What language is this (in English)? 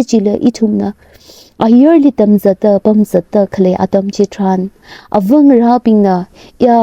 Tangkhul Naga (India)